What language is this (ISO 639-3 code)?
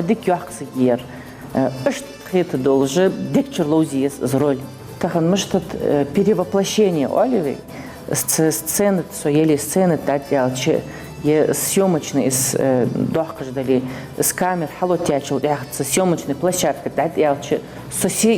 inh